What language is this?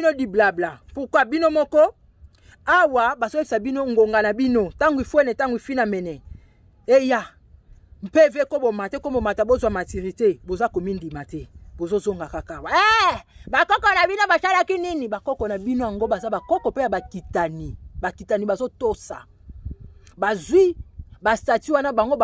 Lingala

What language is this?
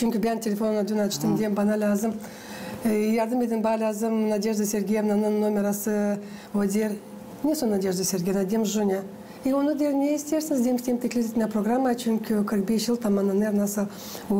Gagauz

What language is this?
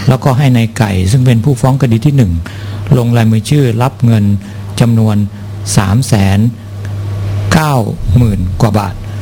Thai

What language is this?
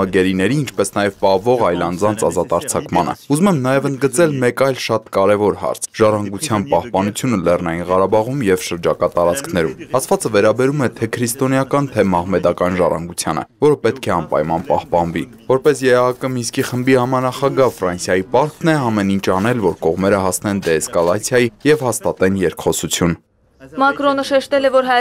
Armenian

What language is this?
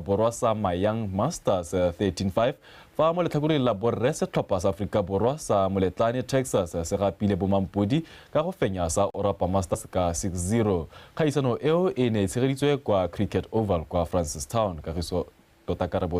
Tswana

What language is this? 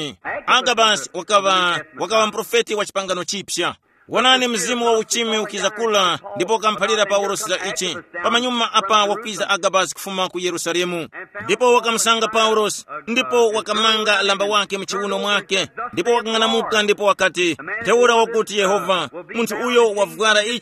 Tumbuka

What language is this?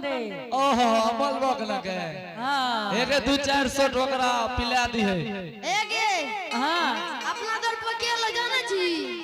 Angika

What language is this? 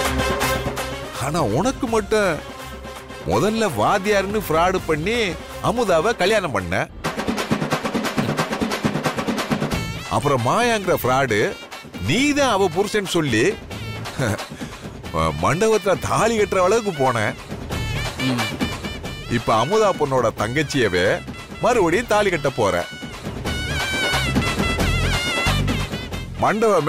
Tamil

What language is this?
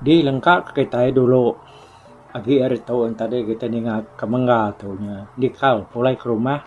Iban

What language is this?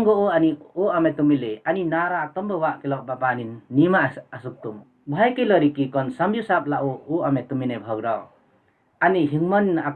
Limbu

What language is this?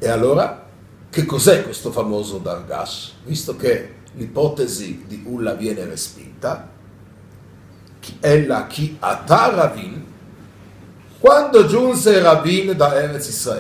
Italian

